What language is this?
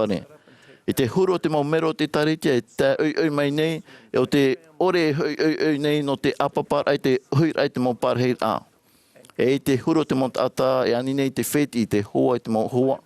Tahitian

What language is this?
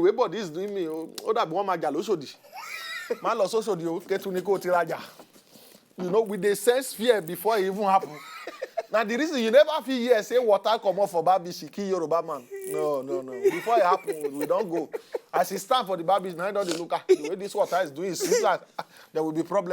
Nigerian Pidgin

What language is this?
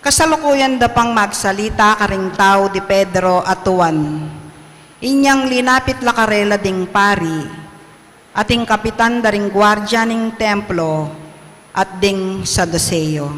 Pampanga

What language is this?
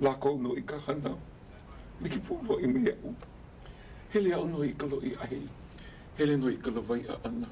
Hawaiian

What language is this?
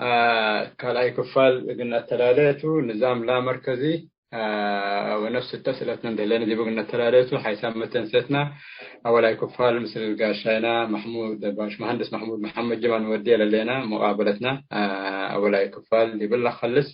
Tigre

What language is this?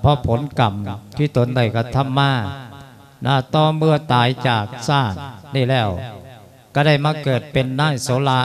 Lao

